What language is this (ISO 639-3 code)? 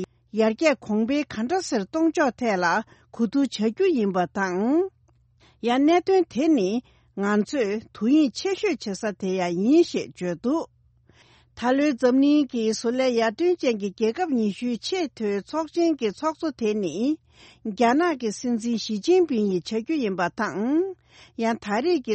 bod